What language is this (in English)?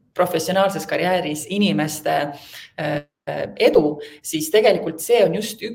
Estonian